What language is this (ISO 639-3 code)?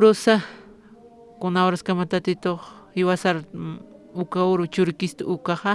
aym